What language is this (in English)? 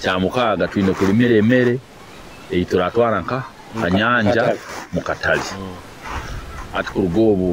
Nyoro